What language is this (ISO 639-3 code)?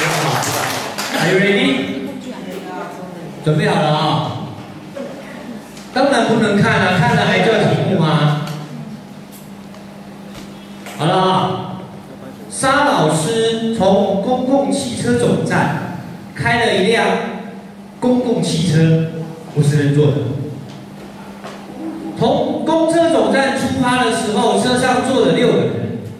zho